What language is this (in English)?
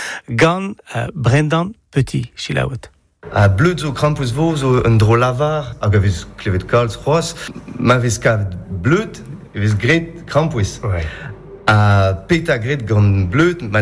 Breton